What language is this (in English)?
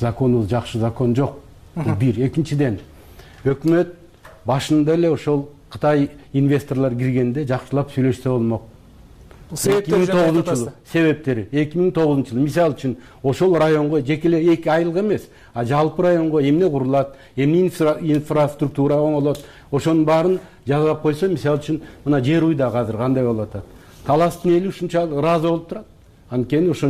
Kyrgyz